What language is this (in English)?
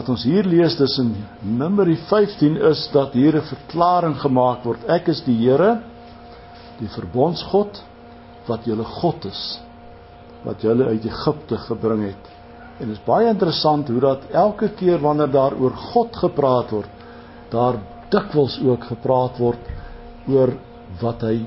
Afrikaans